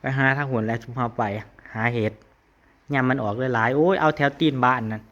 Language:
Northeastern Thai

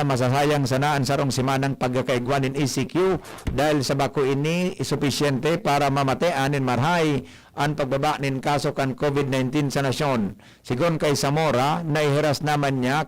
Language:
Bikol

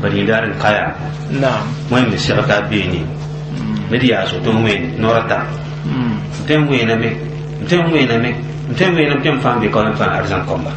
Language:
Mossi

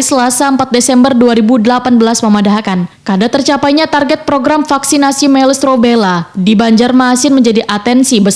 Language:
Banjar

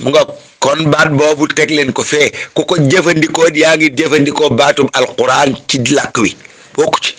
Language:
Wolof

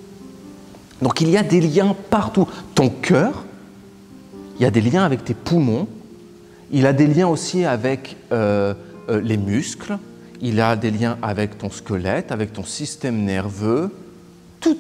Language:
French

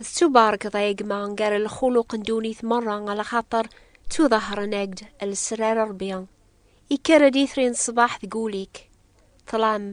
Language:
Kabyle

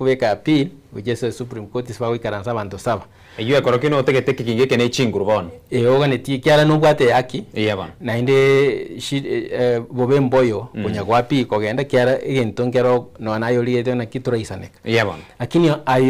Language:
Gusii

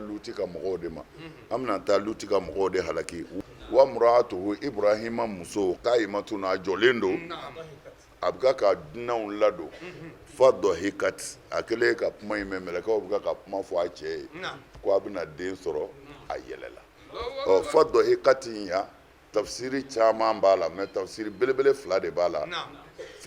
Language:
Bambara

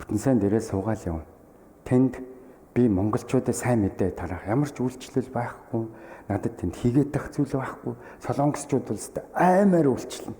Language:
Mongolian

